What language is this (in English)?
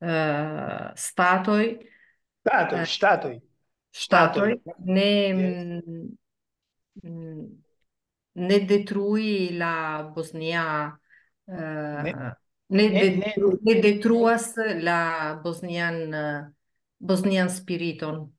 Esperanto